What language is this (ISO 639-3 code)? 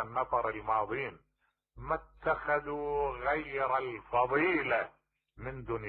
acm